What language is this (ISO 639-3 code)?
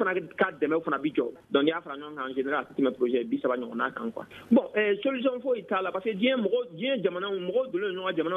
bam